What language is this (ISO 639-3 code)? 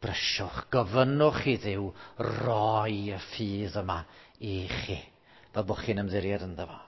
cym